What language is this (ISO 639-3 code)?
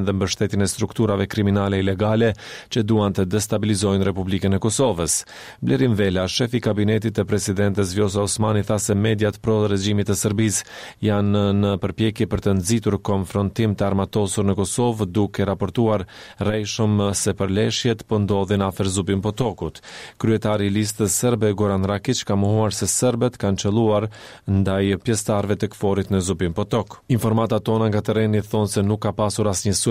sqi